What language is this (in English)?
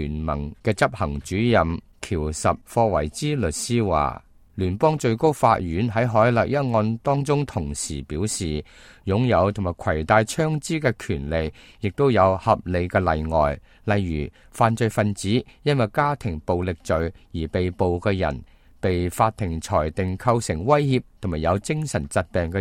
Cantonese